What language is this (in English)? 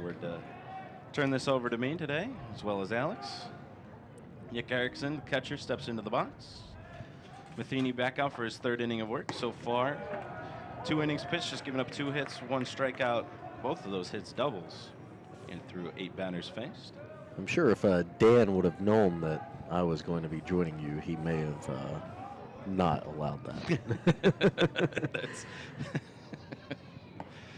English